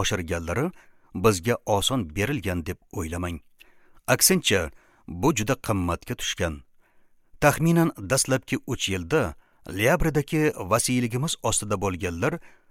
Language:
Uzbek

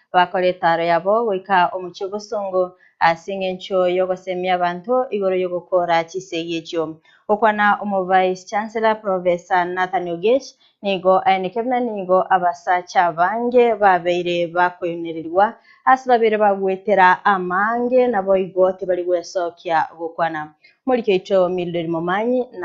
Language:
Gusii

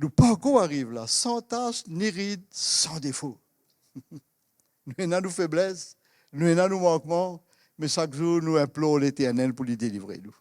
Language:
Morisyen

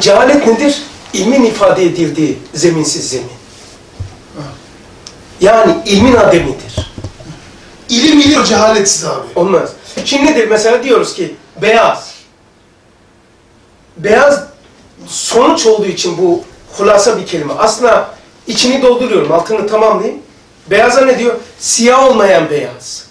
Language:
Turkish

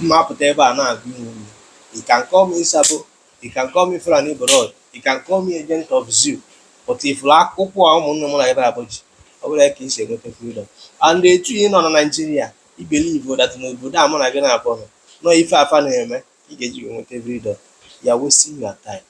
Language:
Igbo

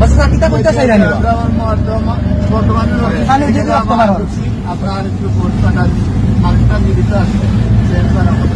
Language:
Sylheti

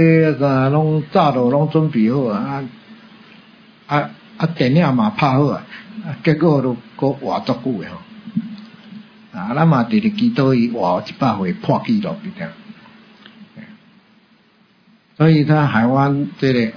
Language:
Min Nan Chinese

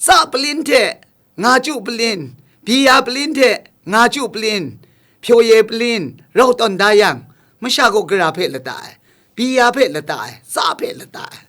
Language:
Kachin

